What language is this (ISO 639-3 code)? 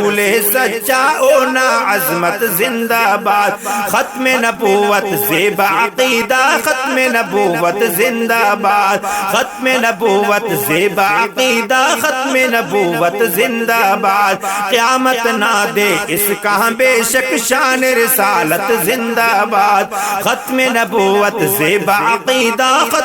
brh